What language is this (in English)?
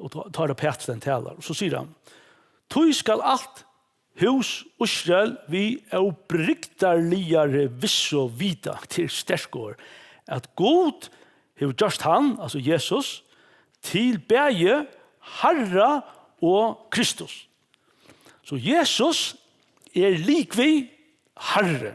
Faroese